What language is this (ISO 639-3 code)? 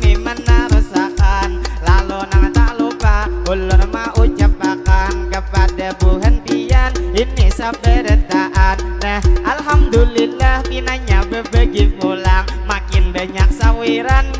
bjn